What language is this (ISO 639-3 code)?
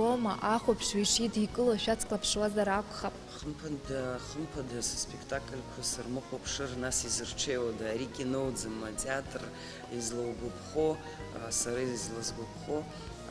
abk